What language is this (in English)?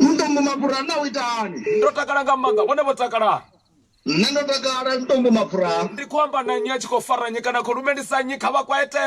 Venda